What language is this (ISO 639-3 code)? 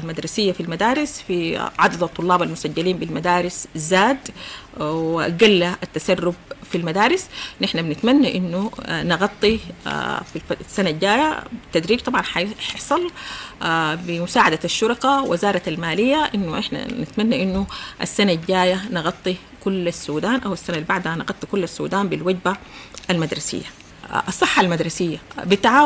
apd